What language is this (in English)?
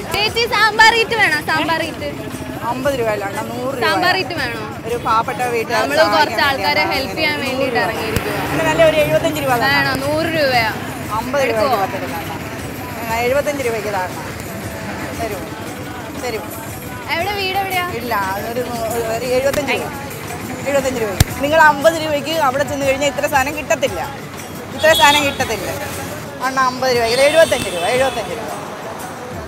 Malayalam